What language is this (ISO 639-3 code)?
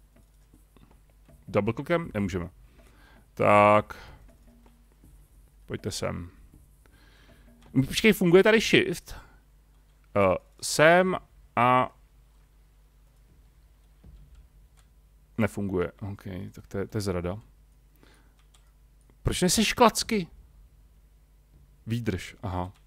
ces